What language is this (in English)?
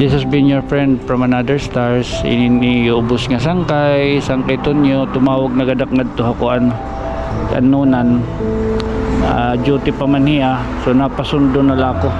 Waray